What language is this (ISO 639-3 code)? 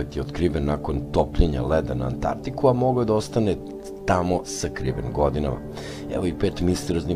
srp